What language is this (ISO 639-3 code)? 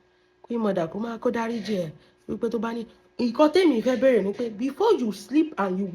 yor